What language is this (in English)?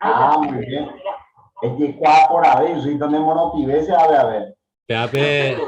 Guarani